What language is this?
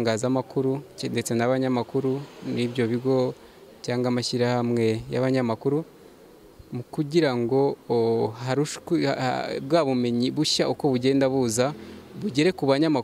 Kinyarwanda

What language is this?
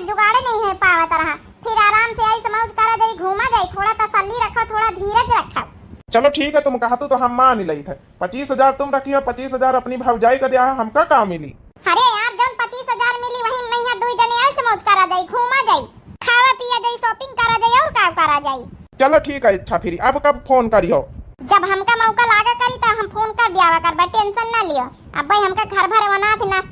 Awadhi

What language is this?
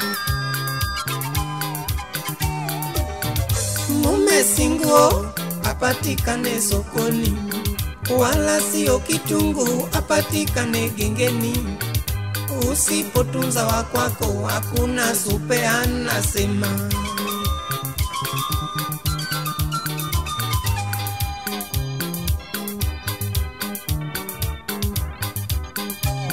Swahili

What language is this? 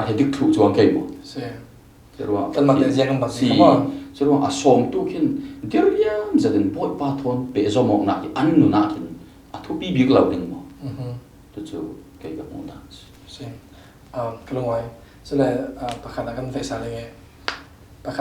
Falam Chin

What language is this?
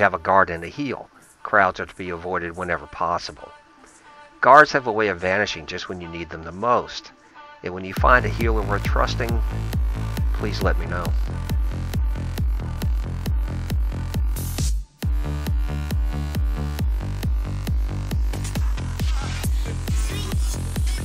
English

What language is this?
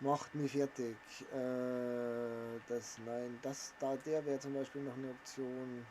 Bavarian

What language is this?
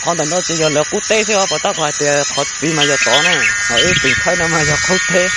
Hmong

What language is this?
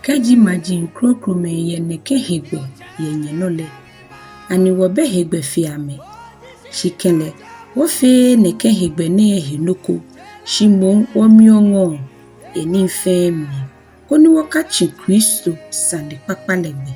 Ga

